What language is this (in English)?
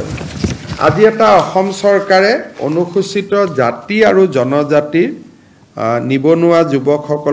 Assamese